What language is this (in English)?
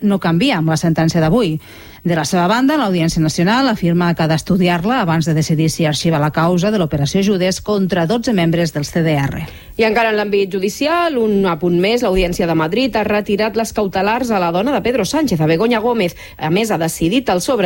Catalan